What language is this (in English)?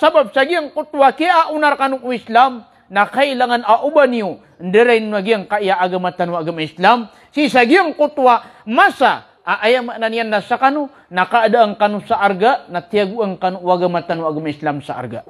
Maranao